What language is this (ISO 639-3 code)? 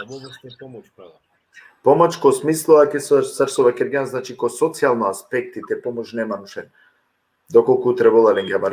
rmn